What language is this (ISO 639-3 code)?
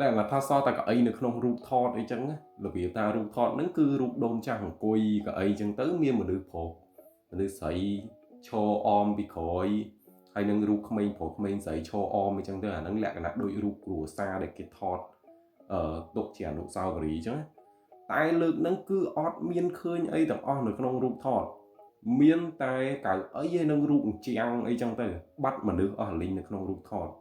khm